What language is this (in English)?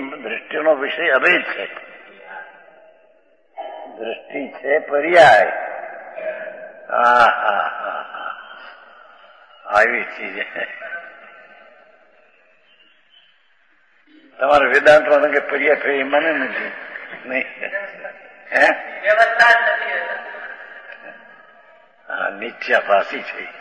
Gujarati